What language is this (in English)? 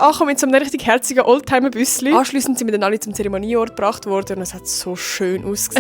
Swiss German